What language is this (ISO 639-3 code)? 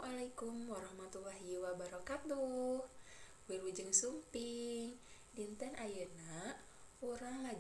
sun